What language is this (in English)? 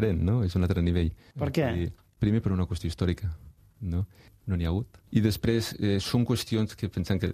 Catalan